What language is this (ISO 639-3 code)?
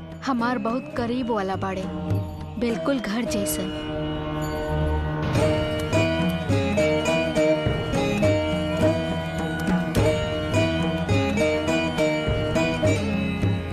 bho